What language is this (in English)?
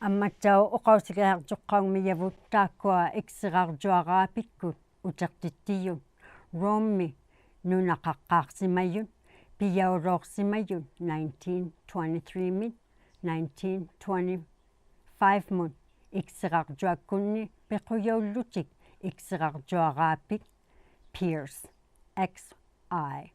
Inuktitut